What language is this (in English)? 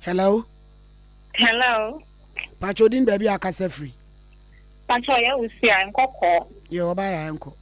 Akan